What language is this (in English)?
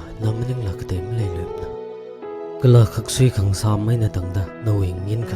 Tangkhul Naga (India)